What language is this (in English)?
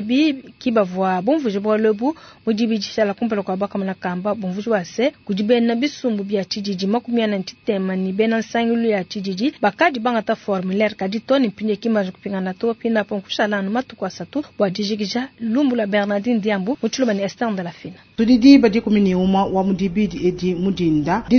Luba-Lulua